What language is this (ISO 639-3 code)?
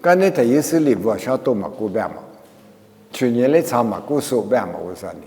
lis